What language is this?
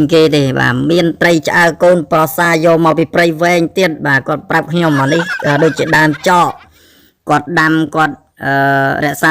Khmer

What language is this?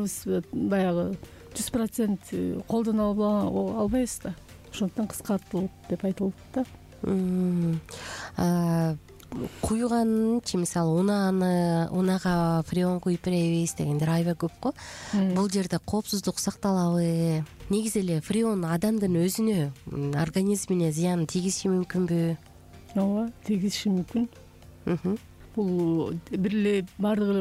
Kyrgyz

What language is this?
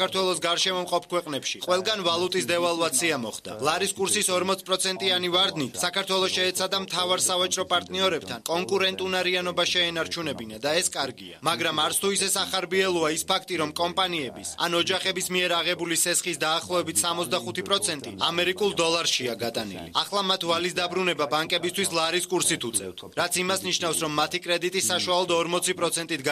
Georgian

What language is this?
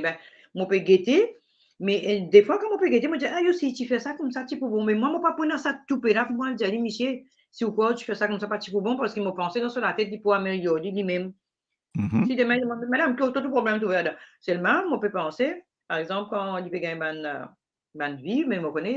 Morisyen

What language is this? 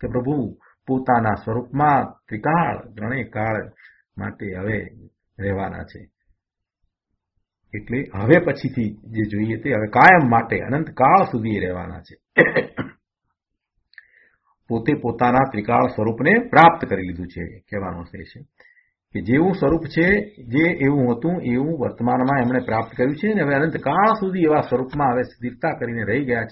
Gujarati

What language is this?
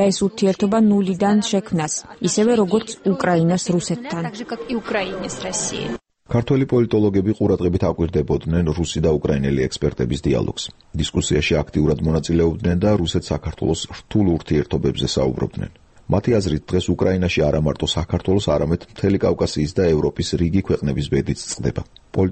Georgian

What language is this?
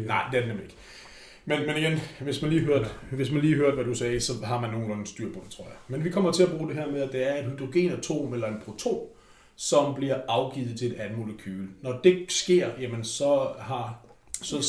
Danish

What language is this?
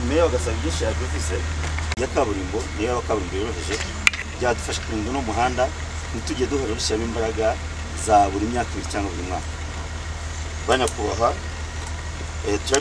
Kinyarwanda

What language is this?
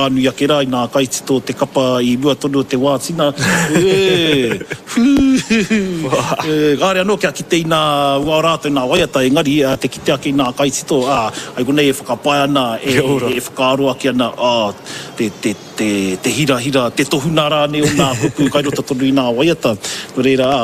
Māori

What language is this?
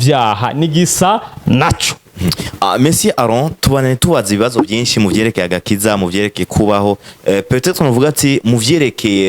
Rundi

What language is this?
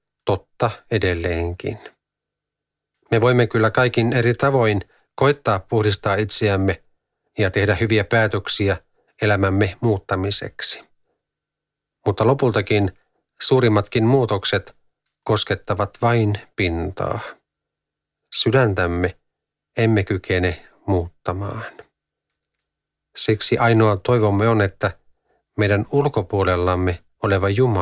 Finnish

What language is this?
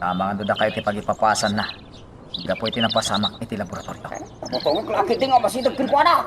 Iloko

